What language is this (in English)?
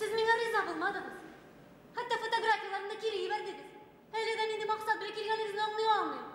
Bashkir